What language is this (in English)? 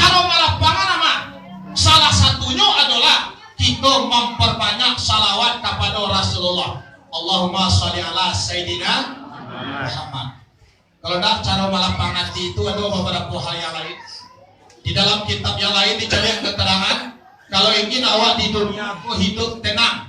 Minangkabau